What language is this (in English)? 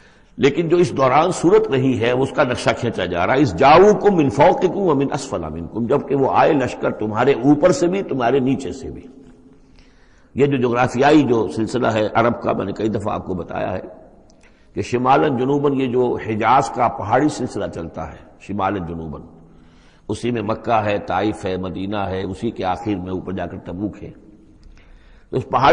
Urdu